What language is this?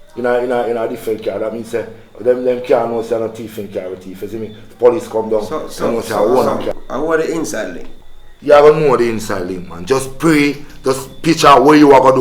Jamaican Creole English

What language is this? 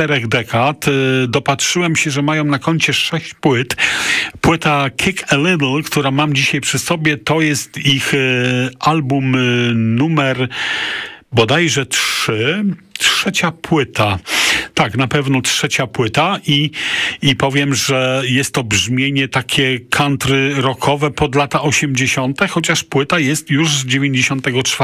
Polish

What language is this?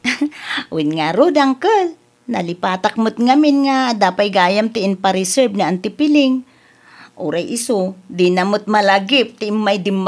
Iloko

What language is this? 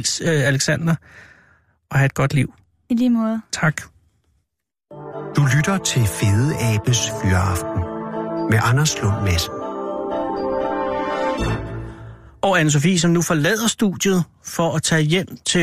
Danish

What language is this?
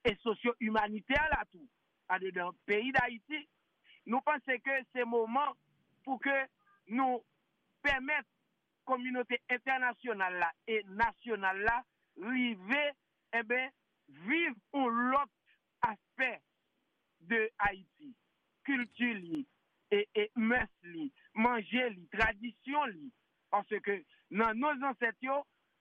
Haitian Creole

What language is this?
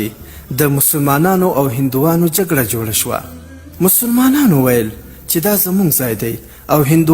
Pashto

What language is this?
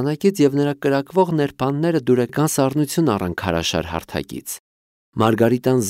Armenian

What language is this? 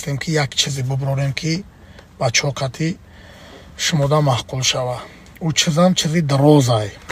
Tajik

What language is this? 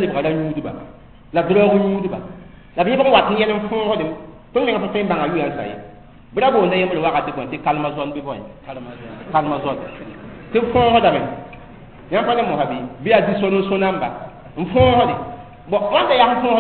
Mossi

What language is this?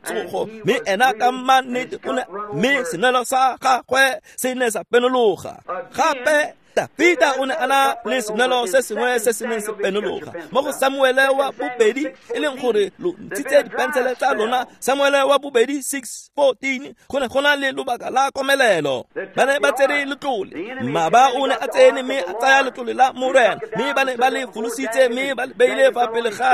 Tswana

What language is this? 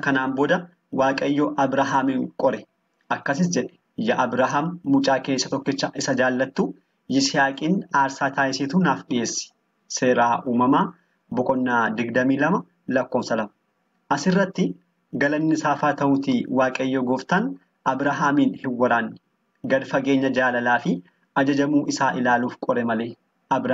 Oromo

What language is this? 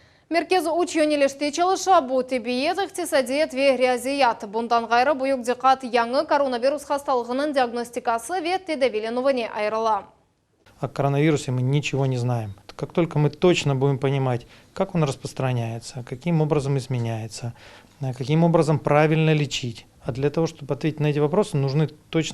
Crimean Tatar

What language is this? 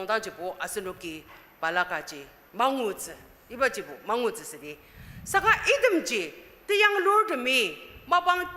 Ao Naga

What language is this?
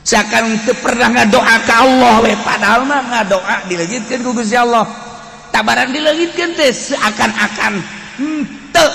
Sundanese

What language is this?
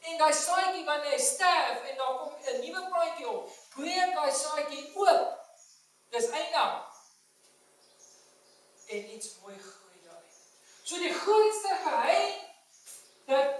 Afrikaans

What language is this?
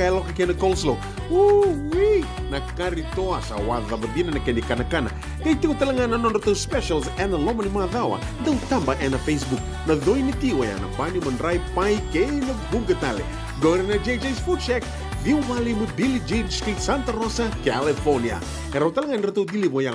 Fijian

